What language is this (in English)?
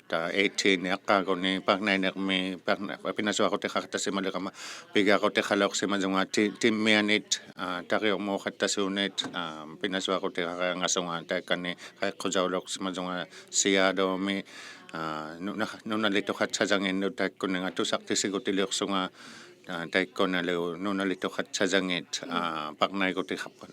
Inuktitut